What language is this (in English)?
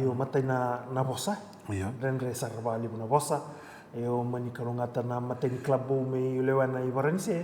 Fijian